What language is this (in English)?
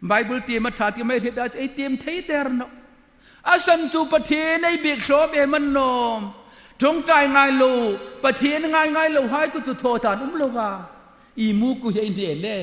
Hmar